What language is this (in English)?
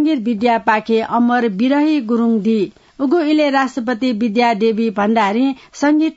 Newari